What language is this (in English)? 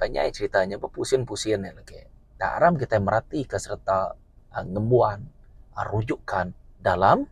Iban